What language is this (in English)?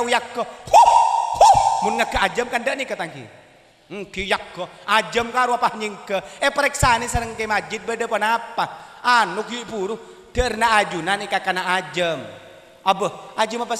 Madurese